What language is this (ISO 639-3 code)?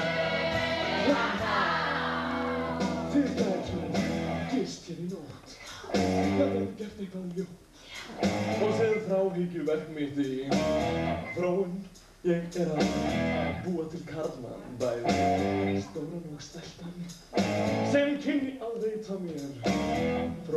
isl